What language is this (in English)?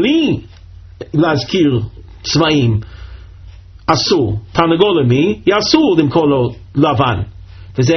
Hebrew